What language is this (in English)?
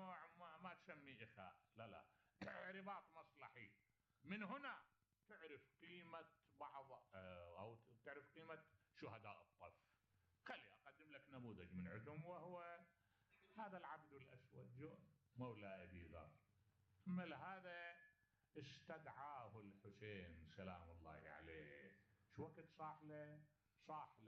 Mesopotamian Arabic